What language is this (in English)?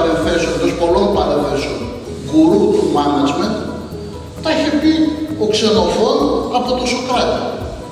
Greek